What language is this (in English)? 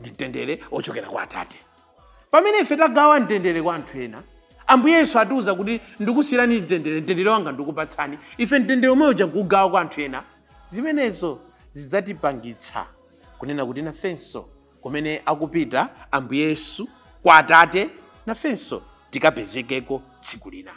Nyanja